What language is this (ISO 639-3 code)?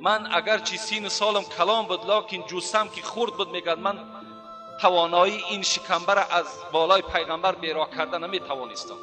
tgk